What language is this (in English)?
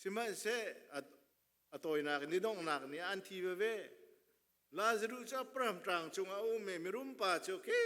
Hakha Chin